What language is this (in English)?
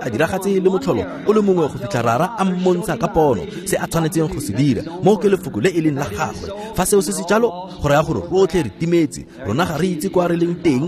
Tswana